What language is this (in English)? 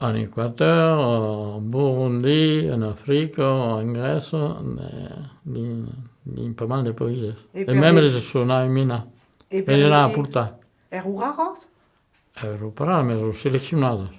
Occitan